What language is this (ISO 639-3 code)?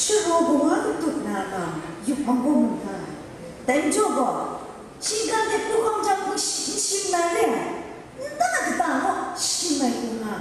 kac